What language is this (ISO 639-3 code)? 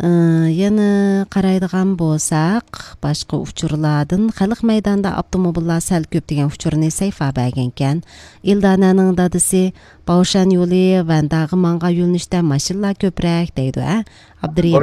uig